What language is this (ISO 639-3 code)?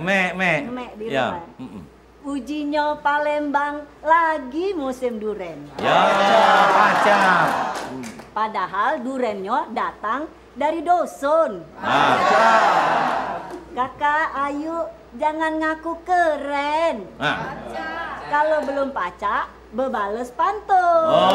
mui